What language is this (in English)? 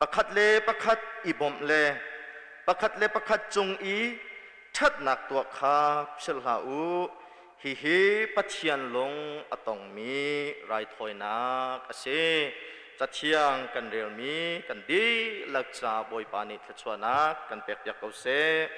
Hakha Chin